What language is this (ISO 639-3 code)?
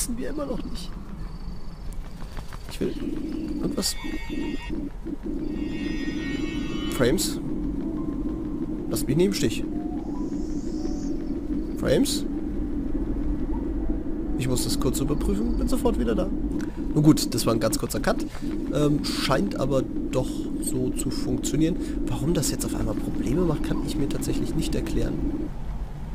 deu